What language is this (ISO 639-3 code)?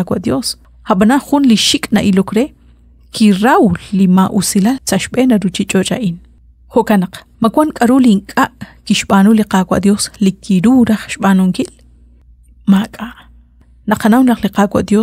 kek